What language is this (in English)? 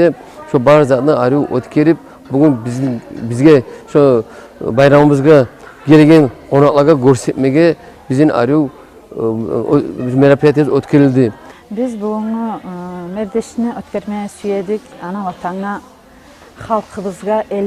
Kumyk